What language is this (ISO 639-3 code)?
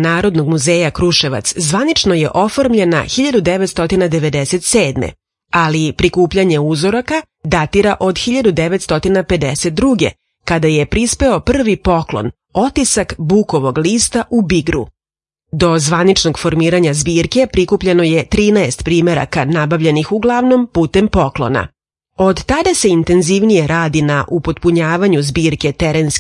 srp